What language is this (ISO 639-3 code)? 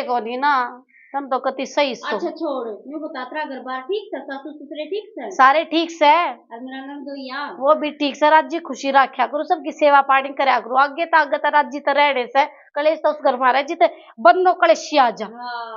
bgc